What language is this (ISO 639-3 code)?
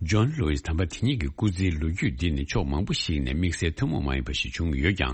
bod